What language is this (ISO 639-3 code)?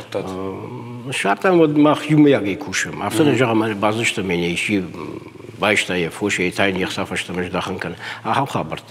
oss